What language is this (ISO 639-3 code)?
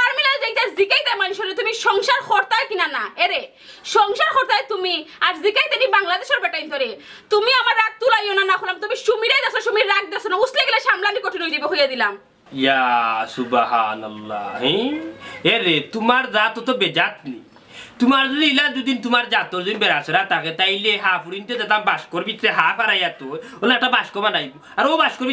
syl